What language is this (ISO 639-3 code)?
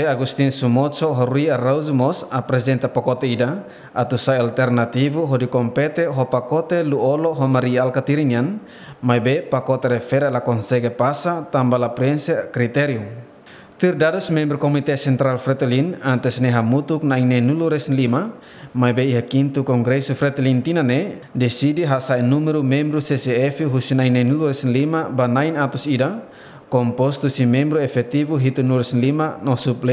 tet